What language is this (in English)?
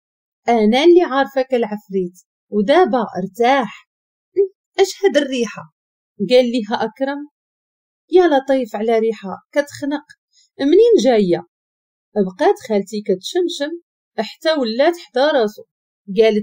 Moroccan Arabic